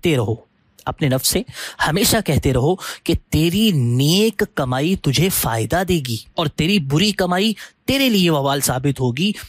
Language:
Urdu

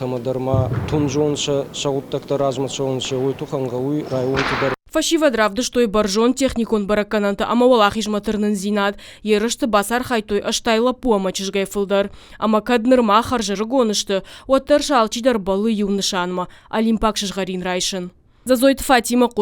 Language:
Ossetic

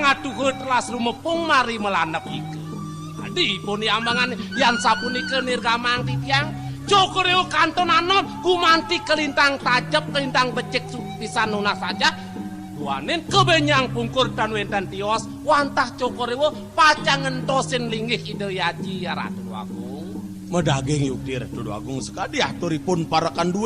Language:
Balinese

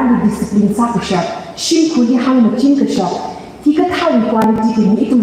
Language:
Tangkhul Naga (India)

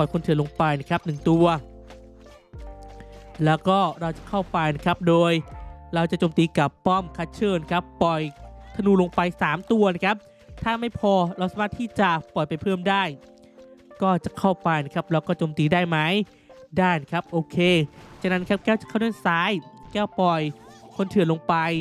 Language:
Thai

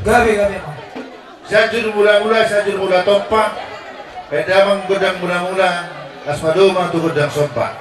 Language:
Batak Toba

